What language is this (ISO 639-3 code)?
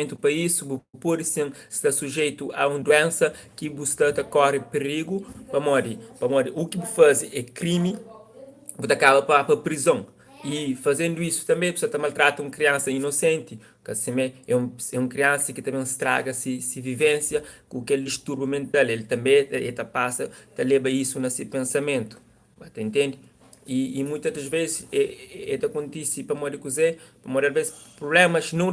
kea